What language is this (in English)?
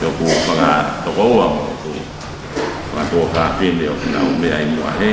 Tongan